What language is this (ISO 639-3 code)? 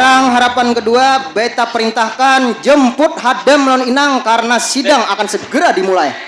bjn